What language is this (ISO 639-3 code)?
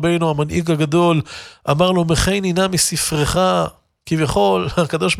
heb